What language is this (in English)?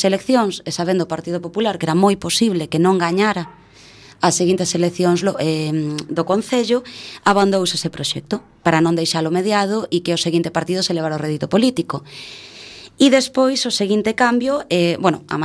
Galician